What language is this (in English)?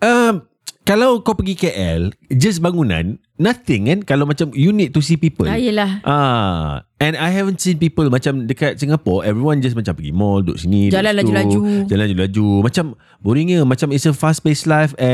Malay